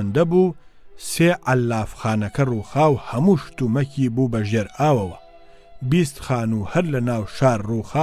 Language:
Central Kurdish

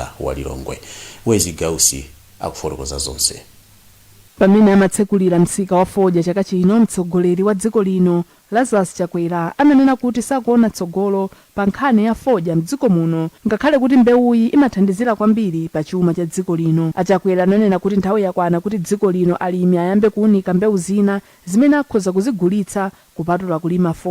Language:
Nyanja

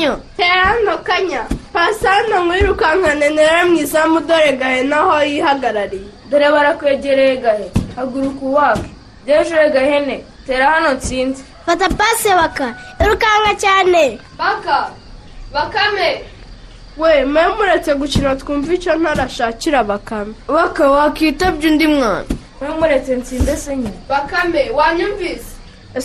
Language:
Kinyarwanda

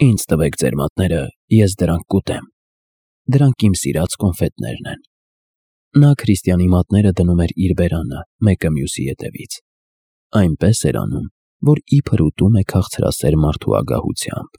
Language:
Armenian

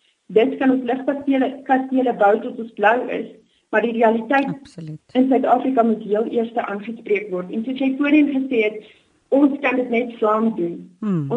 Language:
Afrikaans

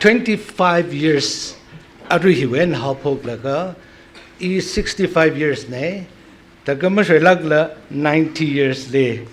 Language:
Tangkhul Naga (India)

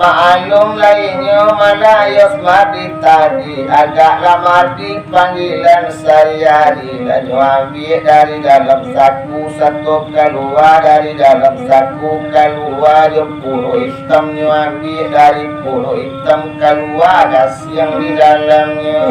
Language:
Minangkabau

